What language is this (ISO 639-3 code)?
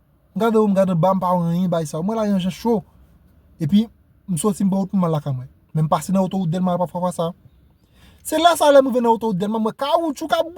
hat